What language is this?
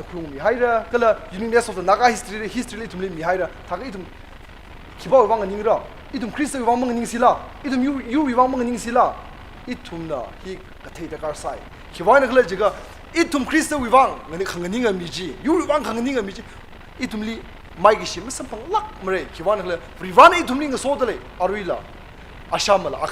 Tangkhul Naga (India)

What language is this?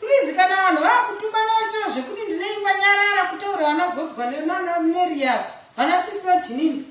Shona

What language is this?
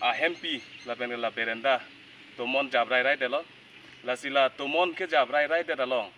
Karbi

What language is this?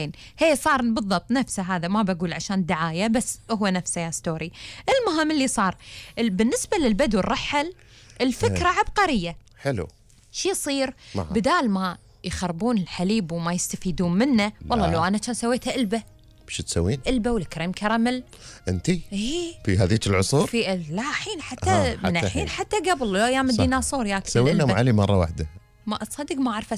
Gulf Arabic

